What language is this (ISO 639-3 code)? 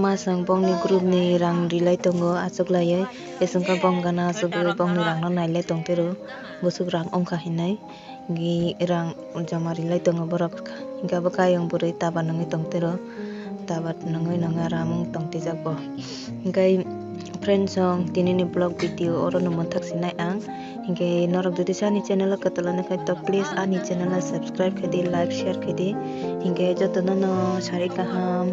trp